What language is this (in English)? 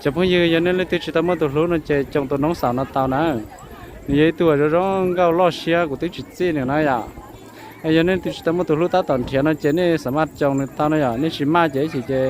Hmong